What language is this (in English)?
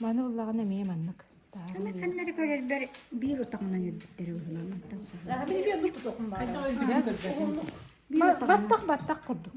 Yakut